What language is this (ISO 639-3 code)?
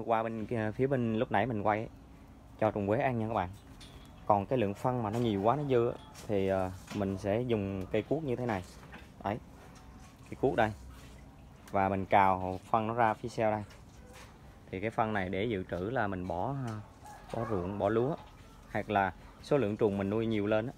vie